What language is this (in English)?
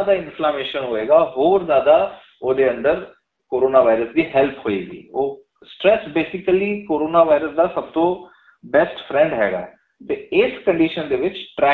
Punjabi